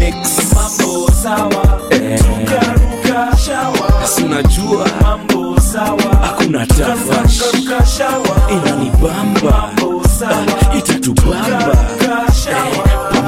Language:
Swahili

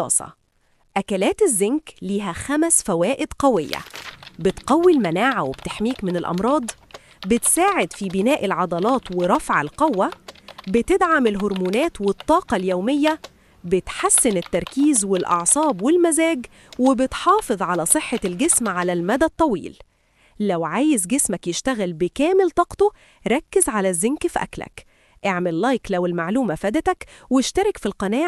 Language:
Egyptian Arabic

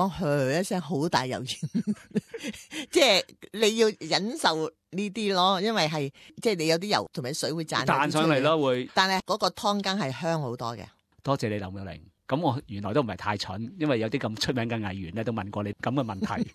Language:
Cantonese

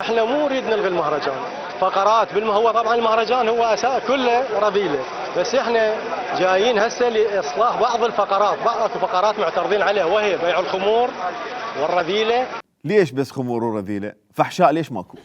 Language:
Mesopotamian Arabic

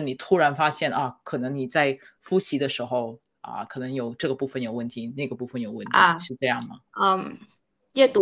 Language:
Chinese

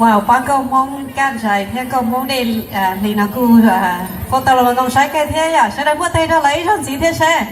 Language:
Hmong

